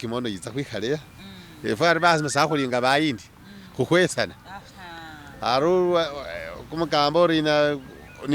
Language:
Masaaba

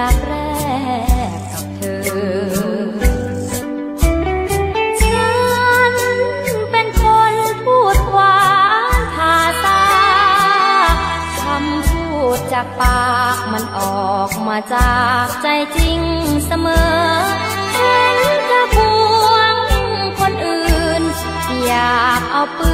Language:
Thai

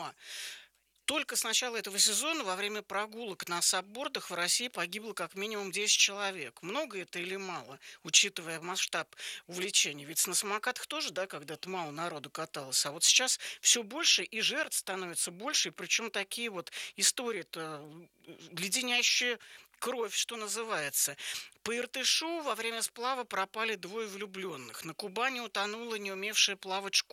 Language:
Russian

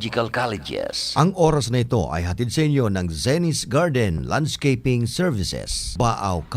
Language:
Bikol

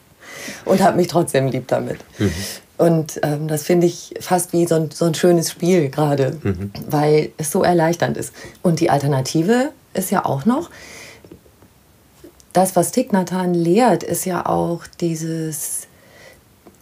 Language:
German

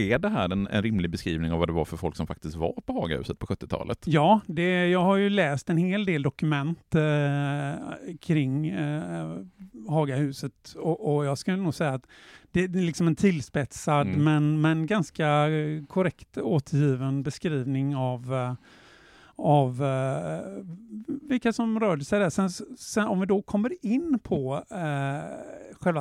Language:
Swedish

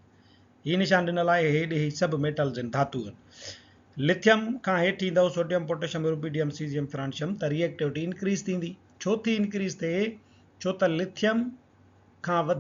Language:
Sindhi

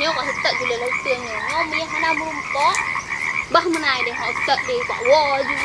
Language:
Achinese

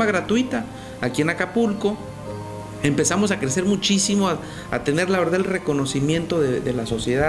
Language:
Spanish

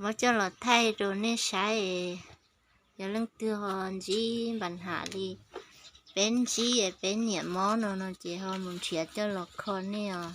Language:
Hmong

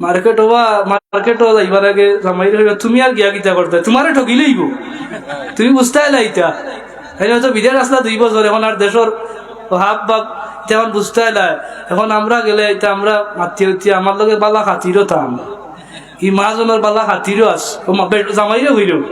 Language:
Sylheti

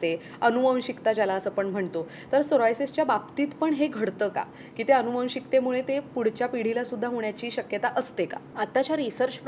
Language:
Marathi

